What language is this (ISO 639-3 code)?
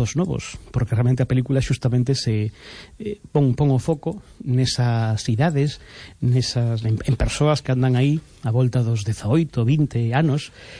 glg